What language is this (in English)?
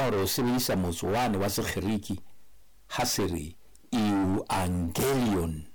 Southern Sotho